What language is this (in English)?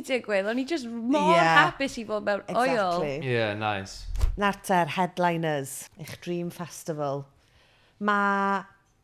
Welsh